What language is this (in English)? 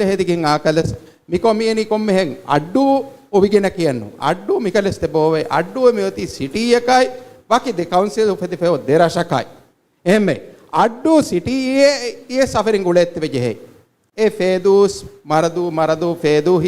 Divehi